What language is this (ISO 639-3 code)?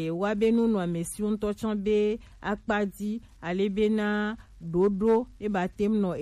gej